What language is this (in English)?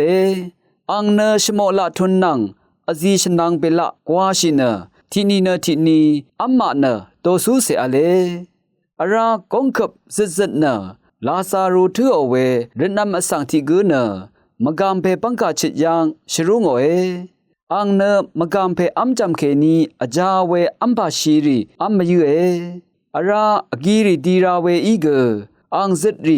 Rawang